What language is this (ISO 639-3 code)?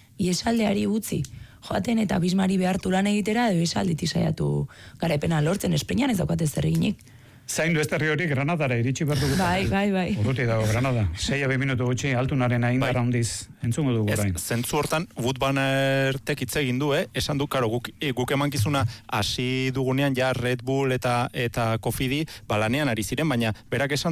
eus